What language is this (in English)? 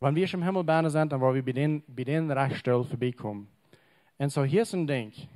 Plautdietsch